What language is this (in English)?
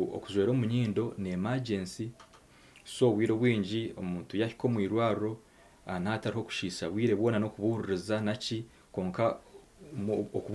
Nyankole